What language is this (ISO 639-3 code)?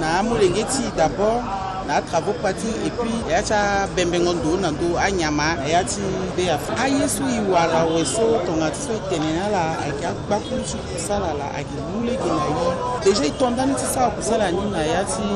sag